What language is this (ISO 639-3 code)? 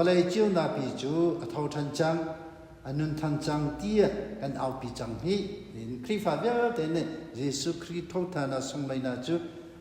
cnh